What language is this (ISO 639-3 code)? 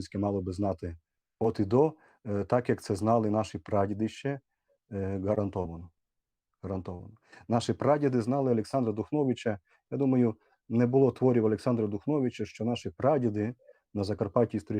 rue